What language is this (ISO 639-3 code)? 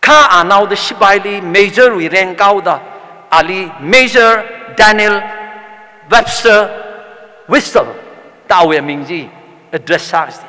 nmf